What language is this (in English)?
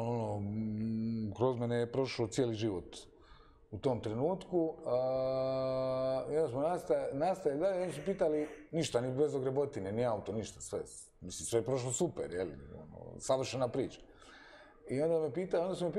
Croatian